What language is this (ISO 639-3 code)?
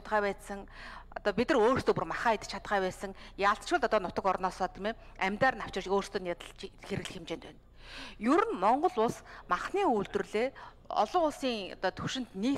mon